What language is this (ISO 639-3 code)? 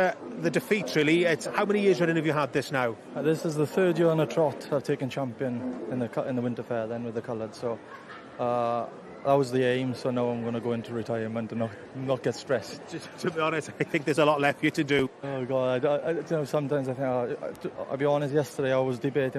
cym